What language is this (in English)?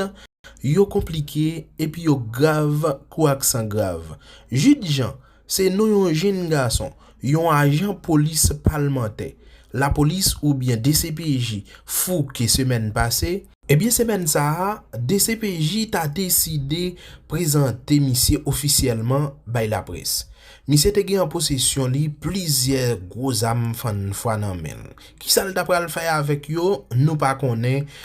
Haitian Creole